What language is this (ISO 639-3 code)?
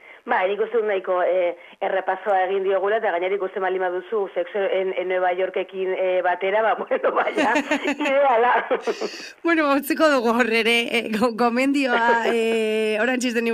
eus